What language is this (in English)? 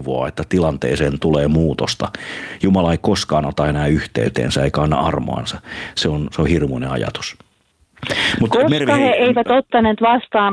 Finnish